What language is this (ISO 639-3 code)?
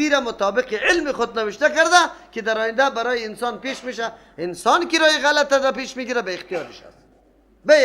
fas